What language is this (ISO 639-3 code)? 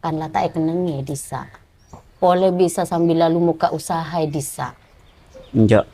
mad